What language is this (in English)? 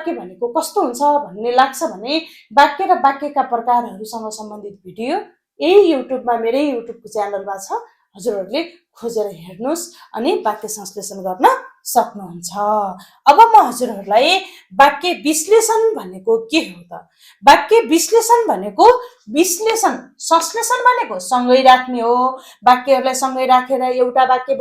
Nepali